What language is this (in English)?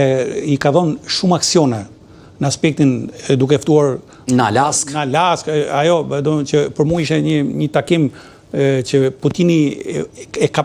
Albanian